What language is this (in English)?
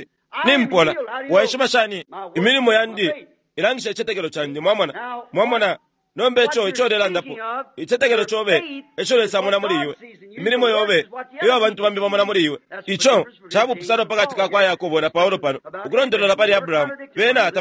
Bemba